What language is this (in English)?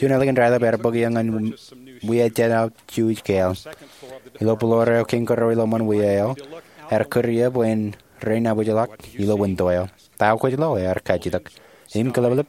Marshallese